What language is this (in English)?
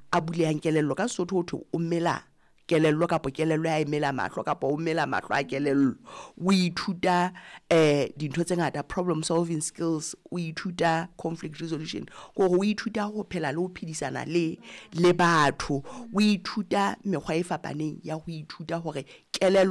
Southern Sotho